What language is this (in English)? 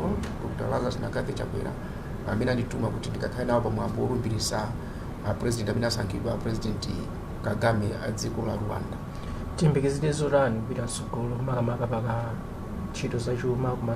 Nyanja